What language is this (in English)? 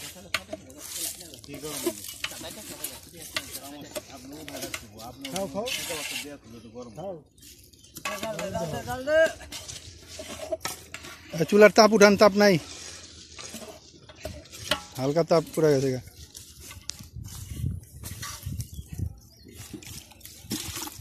Bangla